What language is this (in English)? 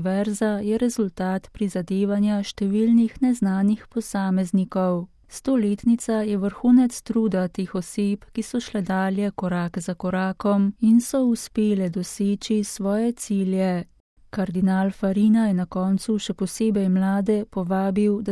Slovenian